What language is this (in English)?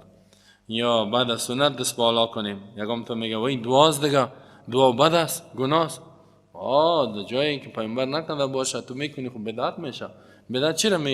Persian